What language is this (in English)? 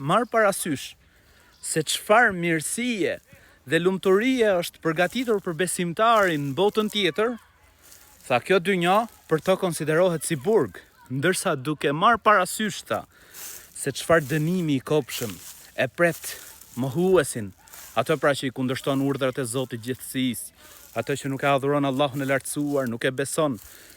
Albanian